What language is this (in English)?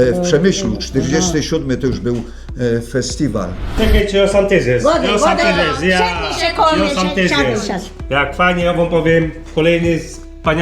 Silesian